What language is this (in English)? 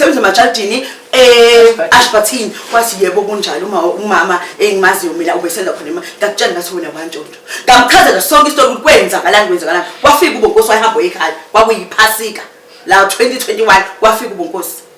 Zulu